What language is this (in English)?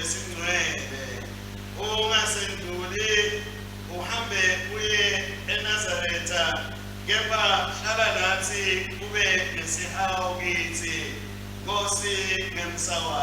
Swati